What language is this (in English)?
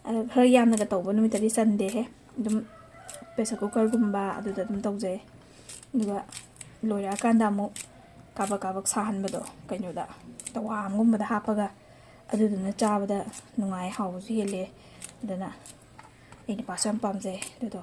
Manipuri